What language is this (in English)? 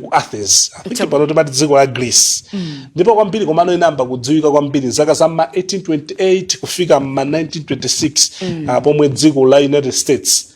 Nyanja